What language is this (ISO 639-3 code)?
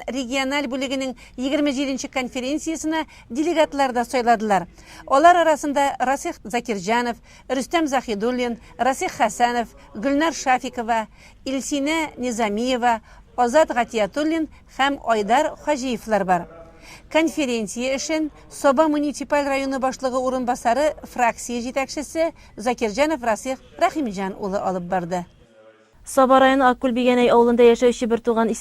tat